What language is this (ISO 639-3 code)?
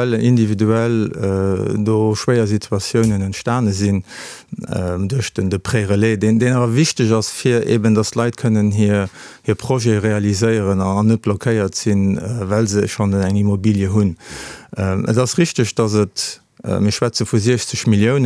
ltz